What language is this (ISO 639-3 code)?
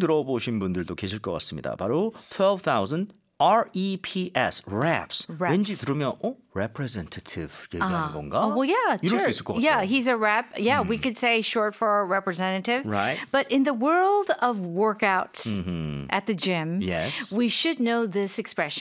kor